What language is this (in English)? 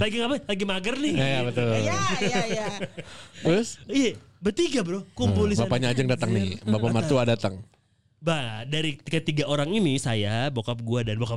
Indonesian